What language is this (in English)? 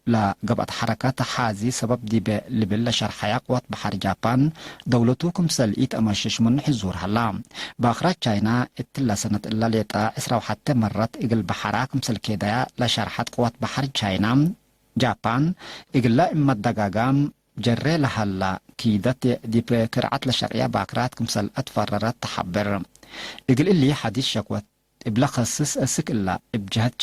Tigre